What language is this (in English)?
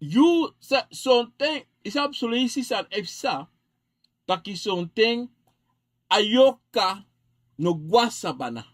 Sranan Tongo